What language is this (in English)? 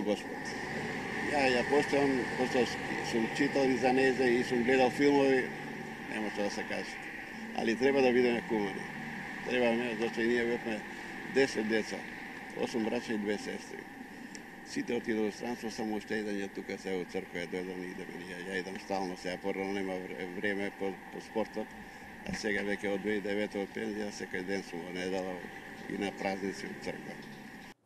Macedonian